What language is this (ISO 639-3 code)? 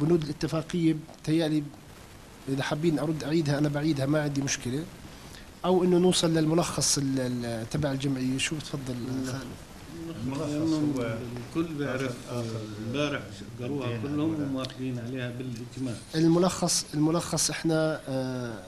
apc